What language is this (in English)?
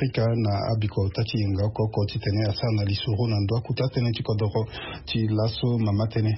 Sango